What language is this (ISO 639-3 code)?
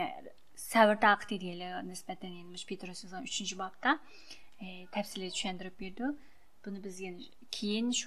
uig